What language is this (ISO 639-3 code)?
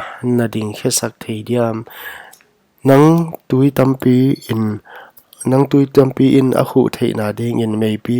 pck